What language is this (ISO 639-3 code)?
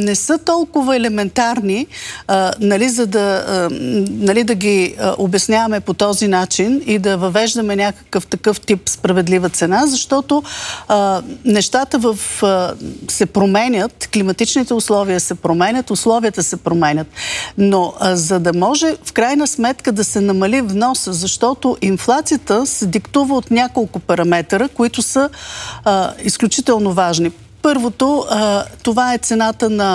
bul